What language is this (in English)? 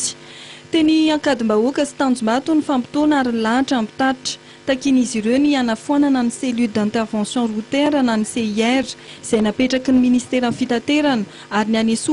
Malagasy